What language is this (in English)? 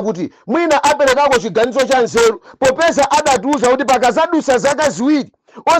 Nyanja